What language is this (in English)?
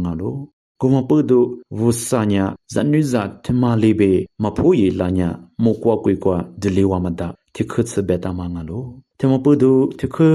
Lisu